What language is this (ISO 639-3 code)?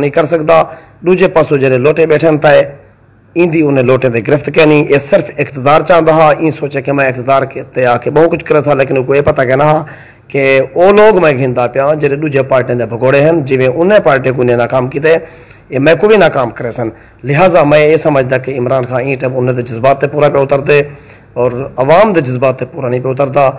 skr